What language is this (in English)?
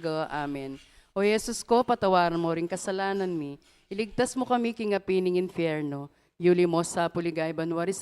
Pampanga